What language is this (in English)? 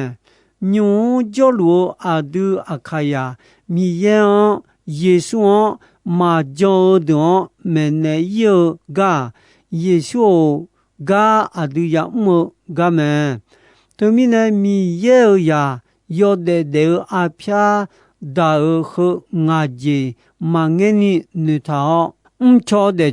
Akha